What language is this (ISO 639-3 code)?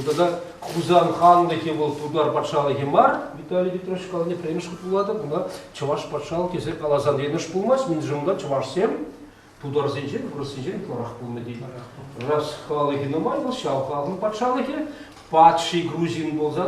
chv